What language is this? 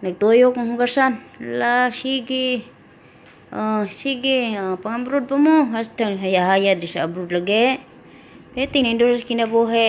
Cebuano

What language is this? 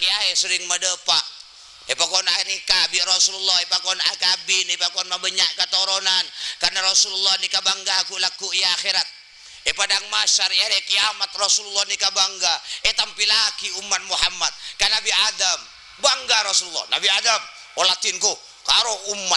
Madurese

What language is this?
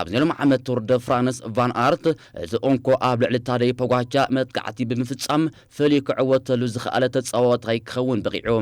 Tigrinya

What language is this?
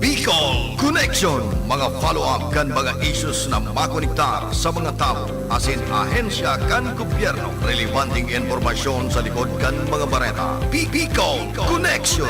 Bikol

